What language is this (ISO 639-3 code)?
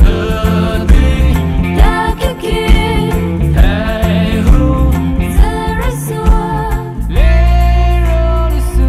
pmx